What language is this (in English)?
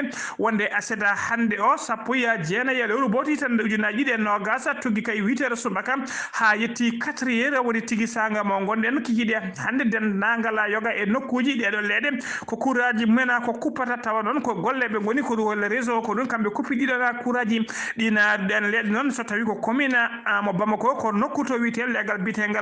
Fula